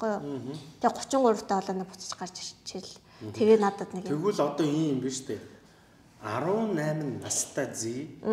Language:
Mongolian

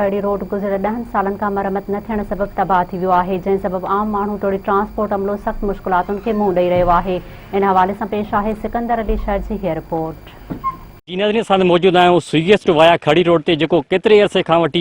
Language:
Sindhi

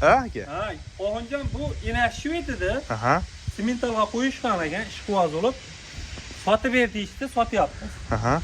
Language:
Uzbek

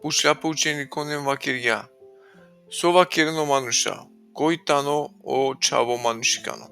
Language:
Balkan Romani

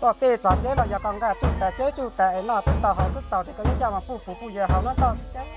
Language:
Hmong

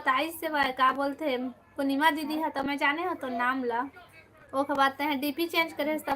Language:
Chhattisgarhi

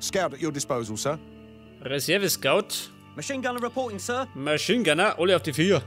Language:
Bavarian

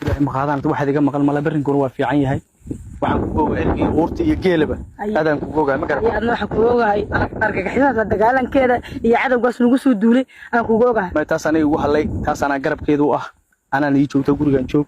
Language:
Somali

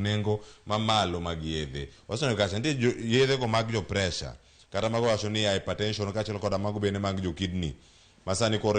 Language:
Luo (Kenya and Tanzania)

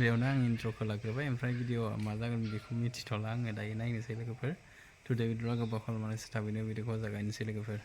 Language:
Bodo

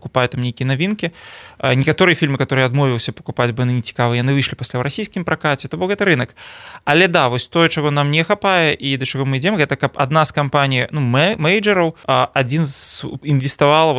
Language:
Belarusian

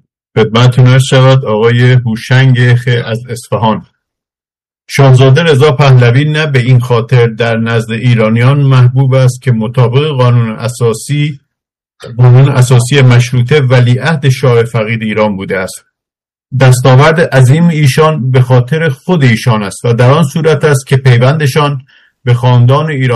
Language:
Persian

